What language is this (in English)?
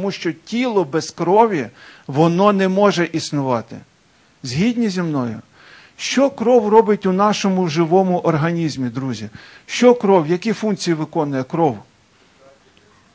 Ukrainian